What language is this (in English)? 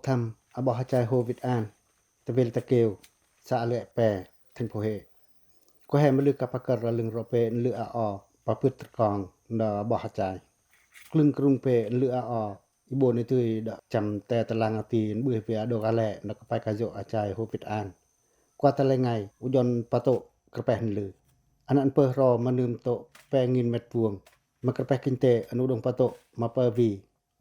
Pacoh